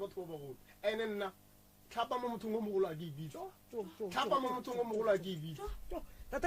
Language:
Northern Sotho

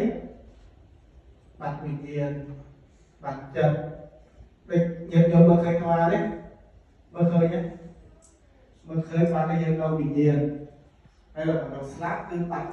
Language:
Khmer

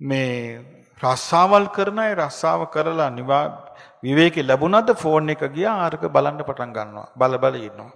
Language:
Sinhala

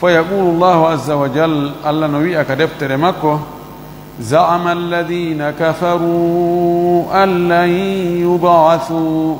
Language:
Fula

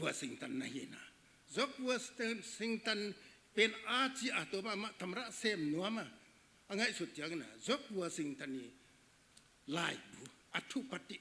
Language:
Tedim Chin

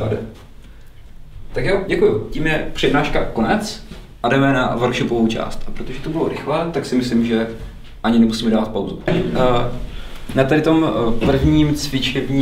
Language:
Czech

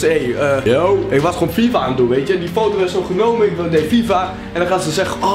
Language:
Dutch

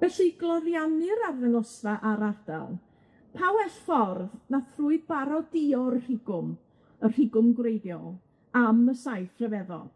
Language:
Welsh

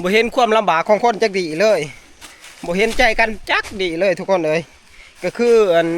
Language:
Northeastern Thai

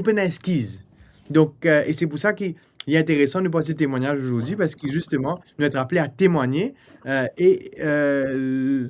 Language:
Morisyen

